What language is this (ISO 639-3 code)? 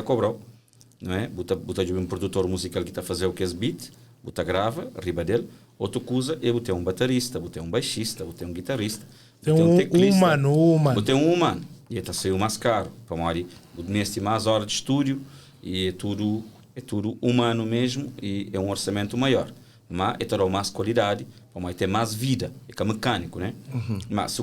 kea